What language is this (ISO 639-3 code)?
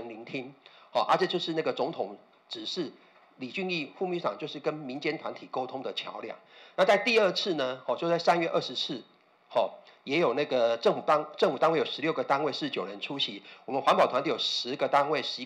zho